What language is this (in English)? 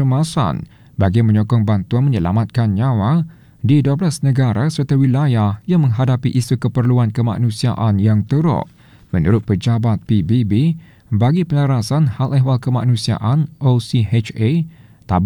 Malay